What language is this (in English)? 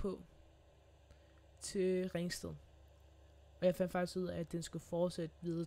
Danish